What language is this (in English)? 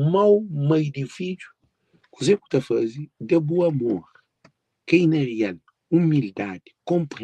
Kabuverdianu